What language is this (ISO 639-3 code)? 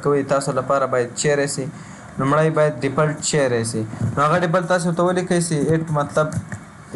pus